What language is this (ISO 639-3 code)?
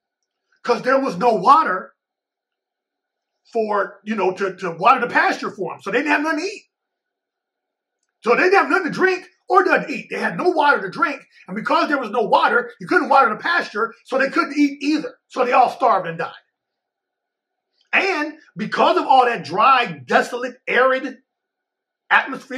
eng